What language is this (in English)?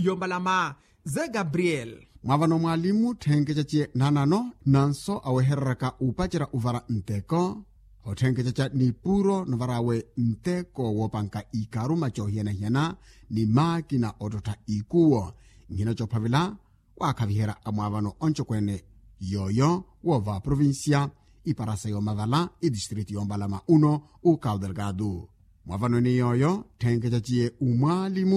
Makhuwa